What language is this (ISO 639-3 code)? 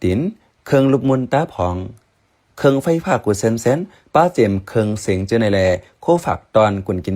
shn